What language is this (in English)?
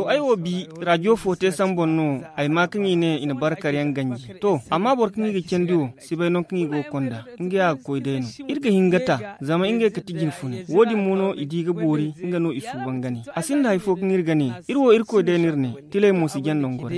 Zarma